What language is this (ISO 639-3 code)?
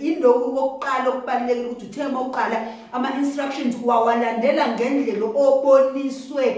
zul